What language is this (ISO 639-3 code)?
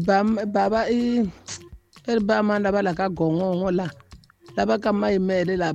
tso